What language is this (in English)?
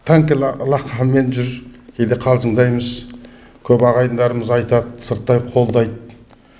Kazakh